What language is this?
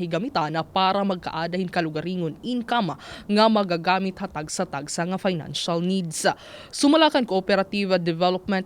Waray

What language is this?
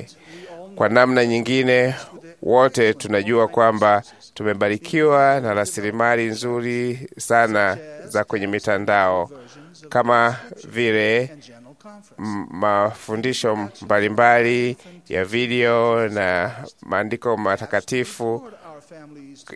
Swahili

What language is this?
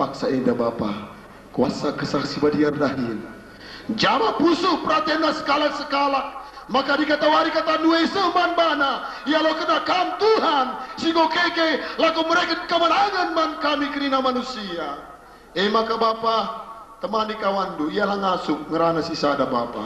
Batak Karo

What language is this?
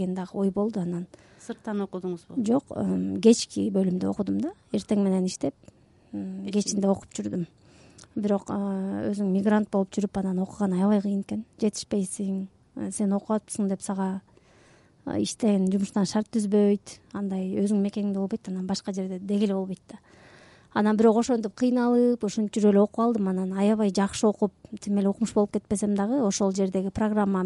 Kyrgyz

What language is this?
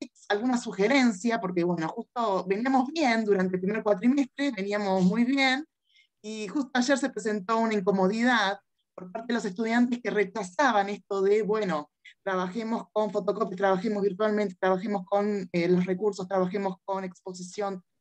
Spanish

